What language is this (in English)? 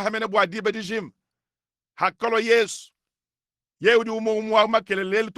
Luba-Lulua